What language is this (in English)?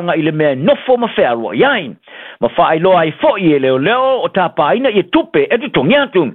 Samoan